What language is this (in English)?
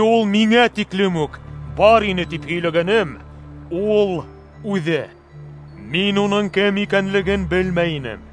Bashkir